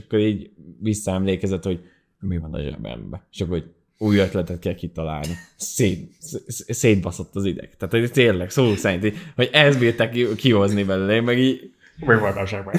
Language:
Hungarian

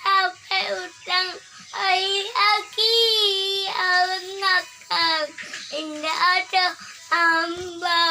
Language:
Minangkabau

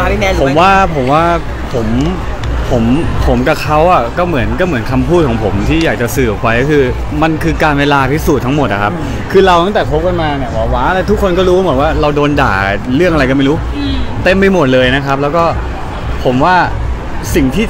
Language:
Thai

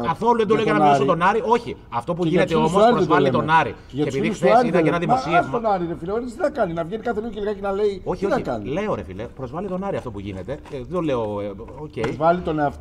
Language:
Greek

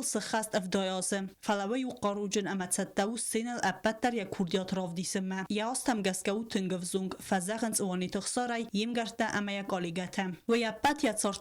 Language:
Ossetic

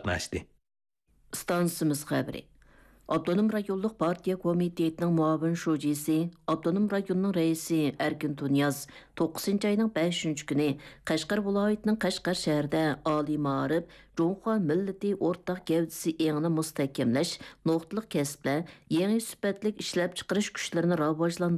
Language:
Uyghur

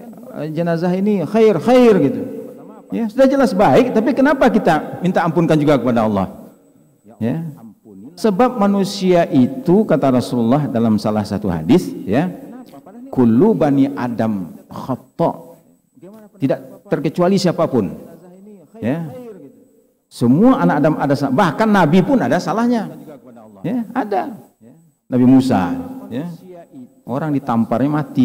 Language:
Indonesian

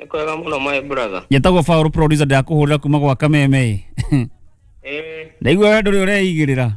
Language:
Kikuyu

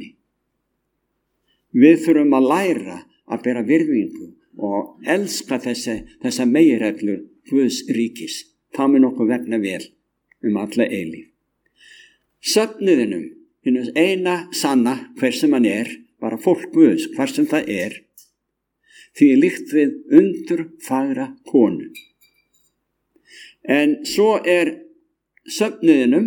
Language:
Icelandic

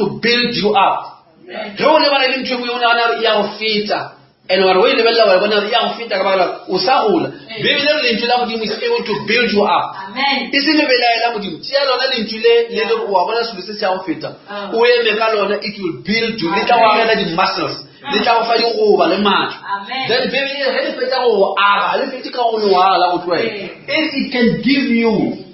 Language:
Northern Sotho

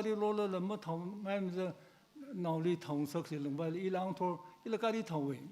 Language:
Tangkhul Naga (India)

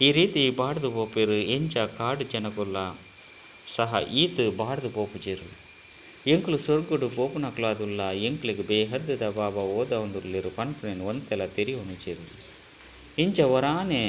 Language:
Tulu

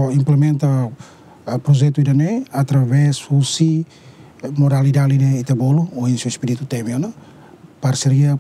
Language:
Tetum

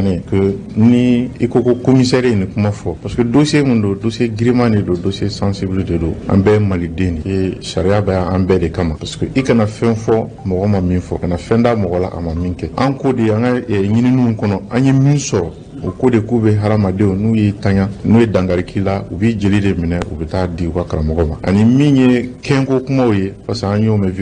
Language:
Bambara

